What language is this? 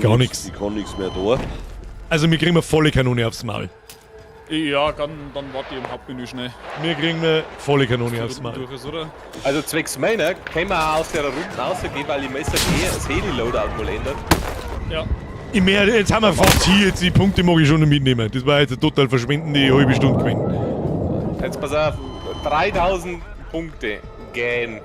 Bavarian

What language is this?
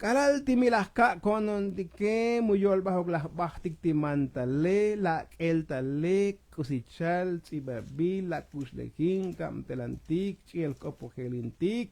Tzotzil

